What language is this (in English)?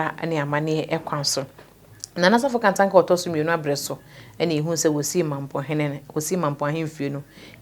Akan